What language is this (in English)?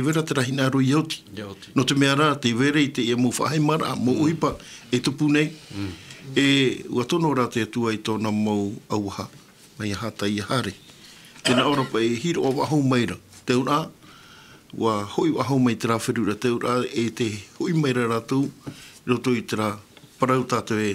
Tahitian